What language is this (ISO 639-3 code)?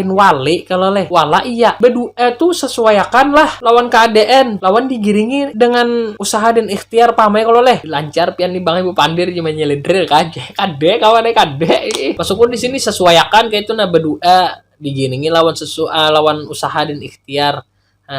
bjn